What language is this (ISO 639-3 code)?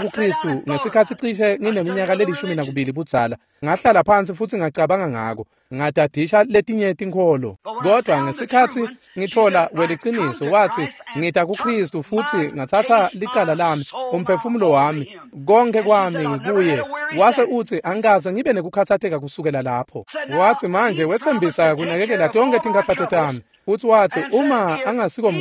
ssw